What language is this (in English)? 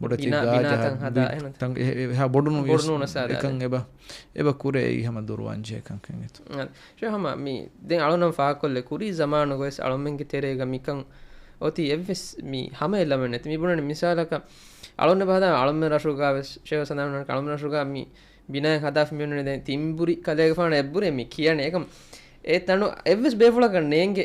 Divehi